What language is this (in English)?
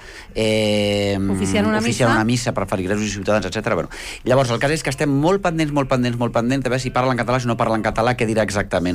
Catalan